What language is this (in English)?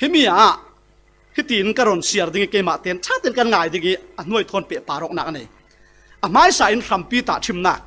Falam Chin